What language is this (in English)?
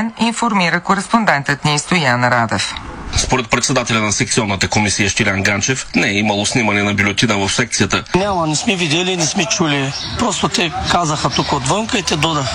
Bulgarian